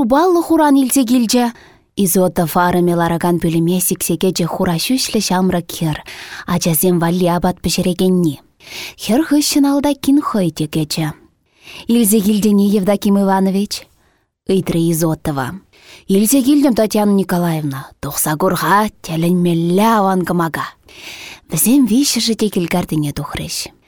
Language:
Chuvash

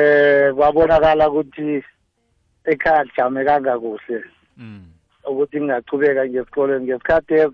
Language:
South Ndebele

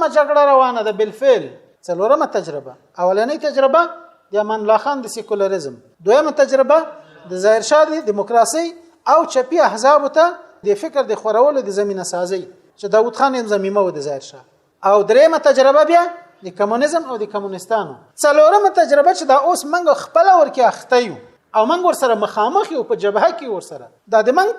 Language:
Pashto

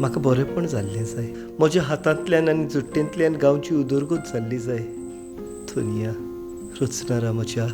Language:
Konkani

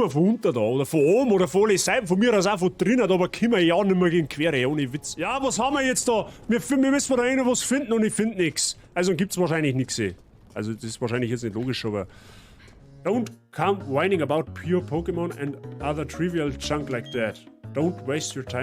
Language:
Bavarian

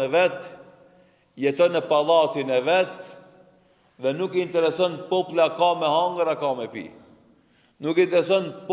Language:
Albanian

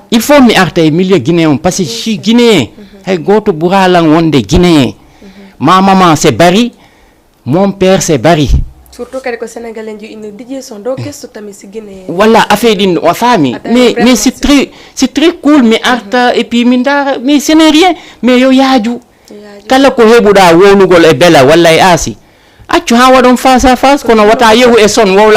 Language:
Fula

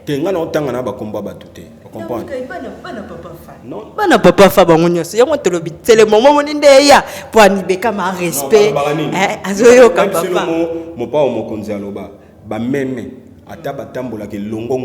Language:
Lingala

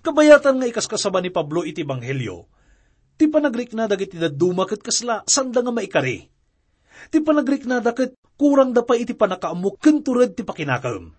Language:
Iloko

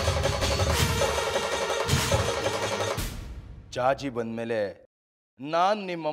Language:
Kannada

